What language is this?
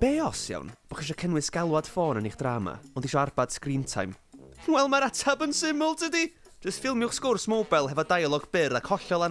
Welsh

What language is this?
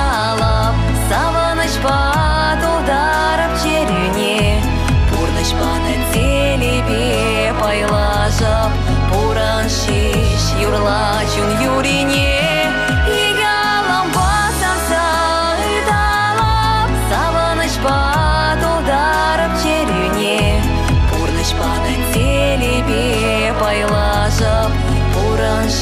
Chuvash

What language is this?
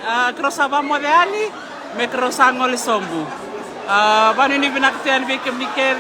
Fijian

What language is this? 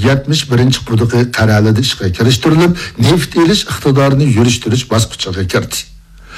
Uyghur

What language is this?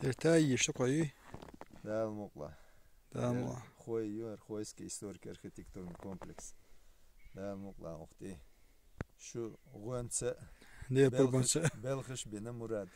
Chechen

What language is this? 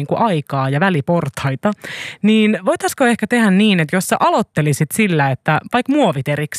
Finnish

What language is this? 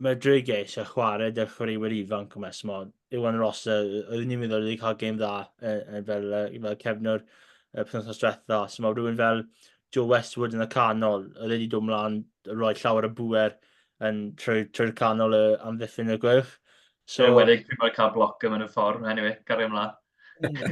Welsh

